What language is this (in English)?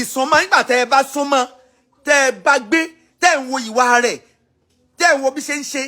Yoruba